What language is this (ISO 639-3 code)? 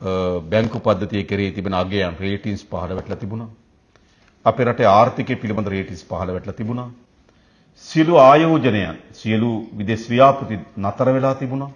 sin